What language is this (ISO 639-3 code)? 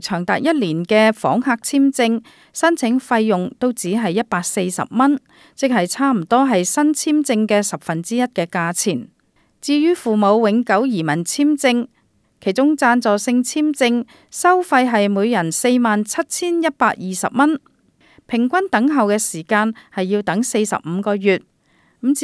yue